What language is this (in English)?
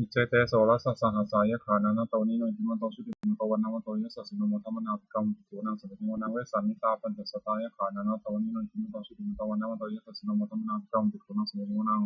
Pali